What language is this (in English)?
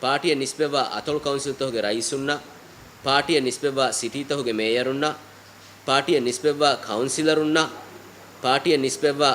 Divehi